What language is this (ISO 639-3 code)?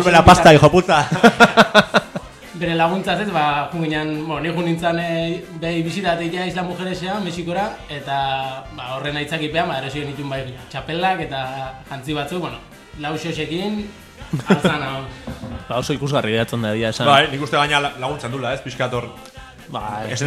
eus